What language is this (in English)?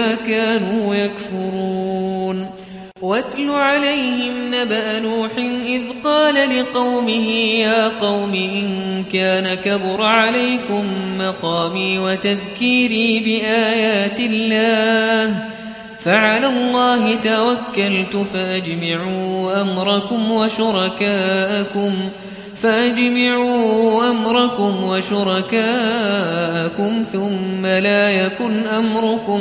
Arabic